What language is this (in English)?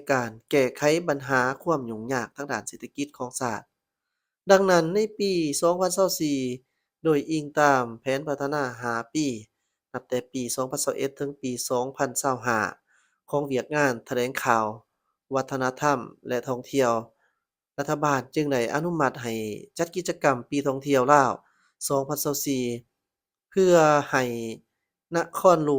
Lao